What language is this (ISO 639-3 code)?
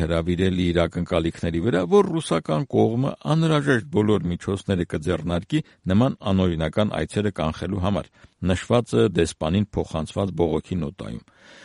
hye